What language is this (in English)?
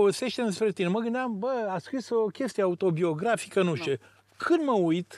Romanian